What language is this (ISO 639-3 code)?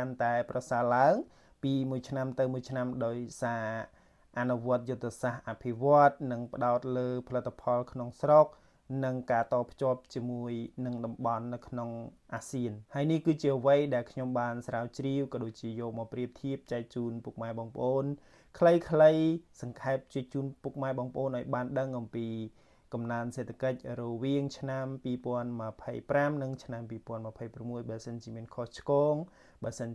khm